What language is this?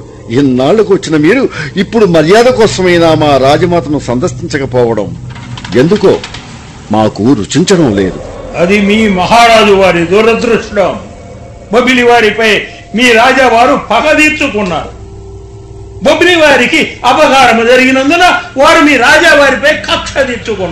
Telugu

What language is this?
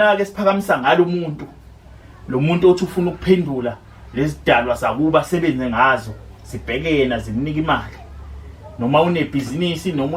Zulu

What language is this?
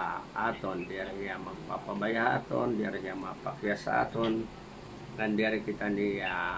Waray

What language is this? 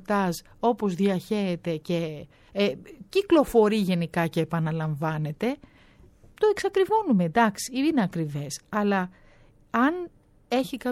Greek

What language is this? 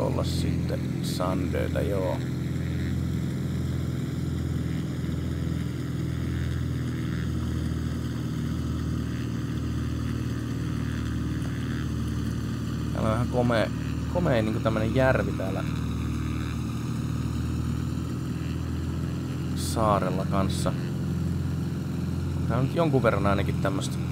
Finnish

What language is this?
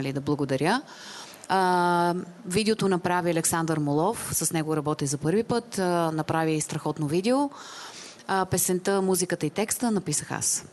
Bulgarian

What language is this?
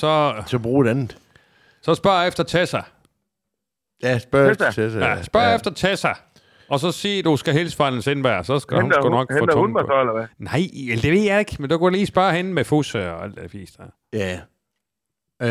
Danish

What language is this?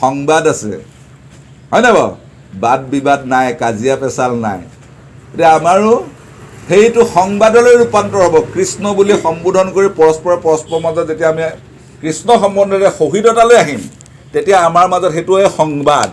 Assamese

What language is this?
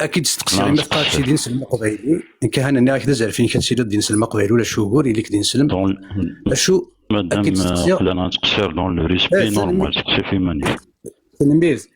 Kabyle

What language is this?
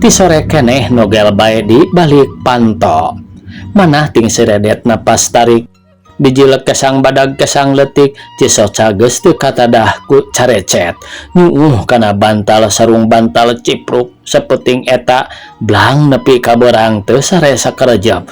Sundanese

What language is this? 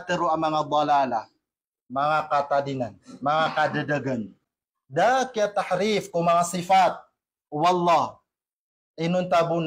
Maranao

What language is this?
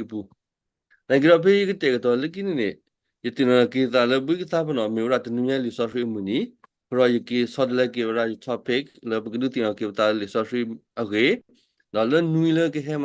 S'gaw Karen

